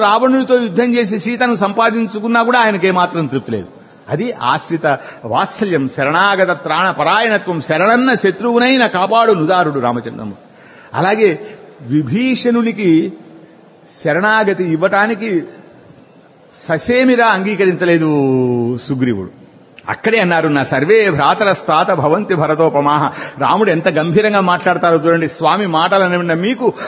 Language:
Telugu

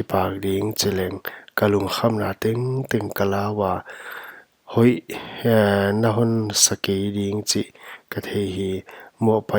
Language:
Paite Chin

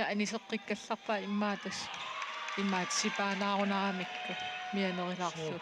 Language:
Kalaallisut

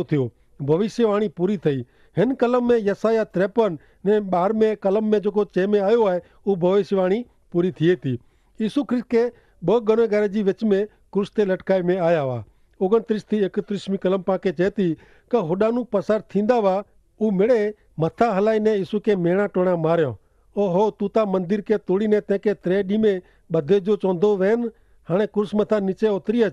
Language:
Kachhi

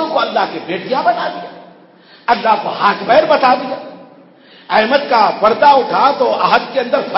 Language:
Urdu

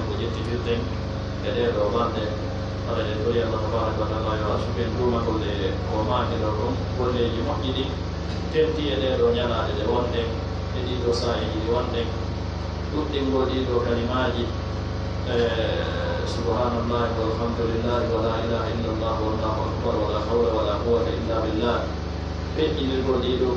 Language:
Pular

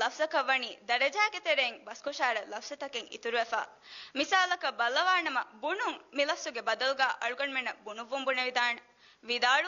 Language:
Divehi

